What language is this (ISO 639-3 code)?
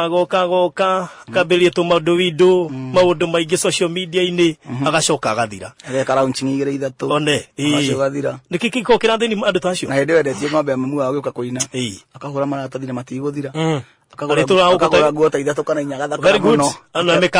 kik